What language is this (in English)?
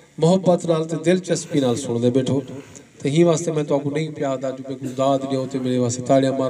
Saraiki